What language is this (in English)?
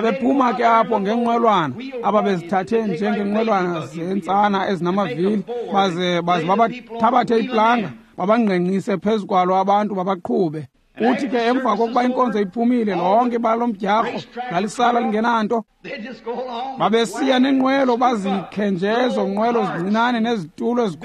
Xhosa